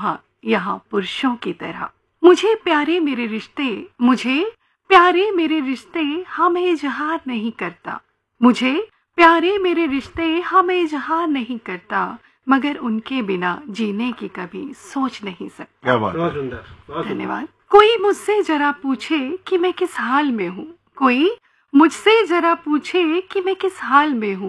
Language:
Hindi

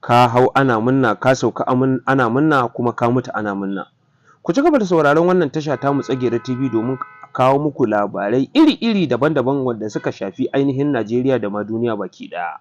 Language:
Hausa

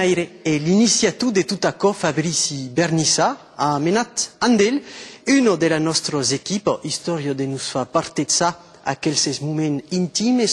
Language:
Occitan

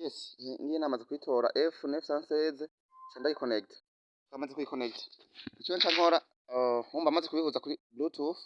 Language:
Rundi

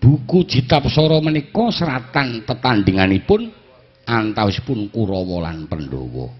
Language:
Javanese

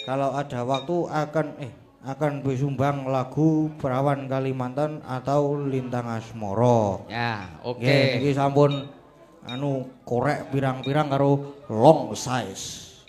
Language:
Javanese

